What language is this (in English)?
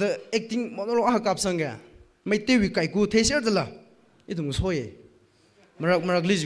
Tangkhul Naga (India)